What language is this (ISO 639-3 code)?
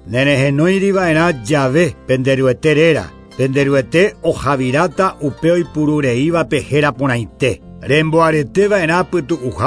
grn